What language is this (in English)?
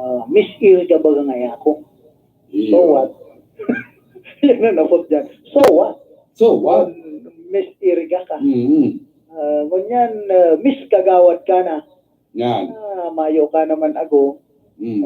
Bikol